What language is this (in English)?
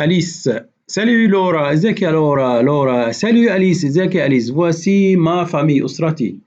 Egyptian Arabic